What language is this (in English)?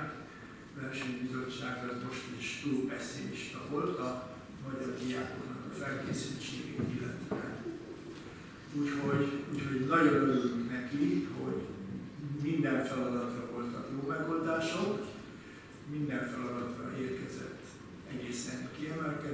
Hungarian